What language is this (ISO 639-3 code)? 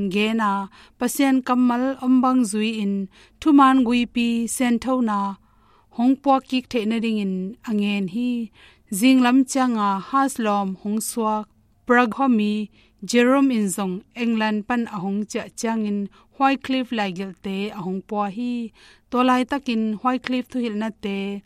ctd